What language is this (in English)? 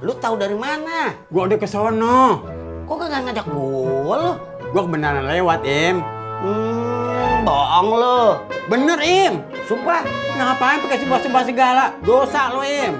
Betawi